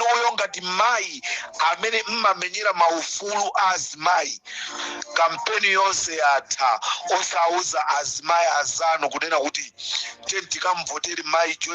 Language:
Nyanja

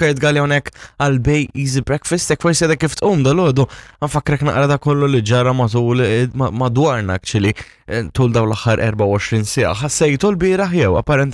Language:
Maltese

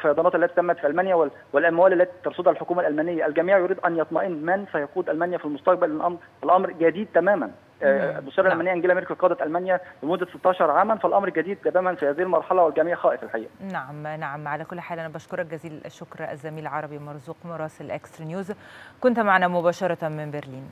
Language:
Arabic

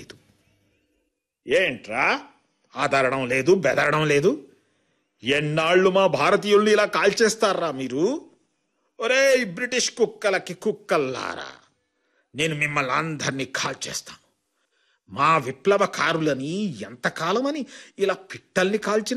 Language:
Telugu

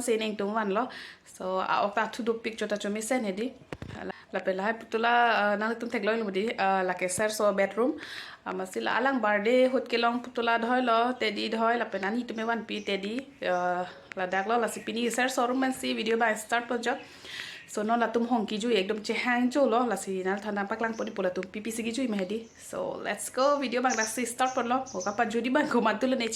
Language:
Karbi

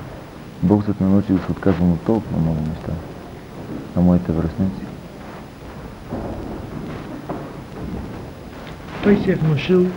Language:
Bulgarian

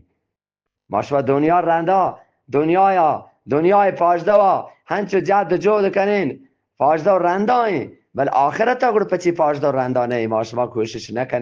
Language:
Eastern Balochi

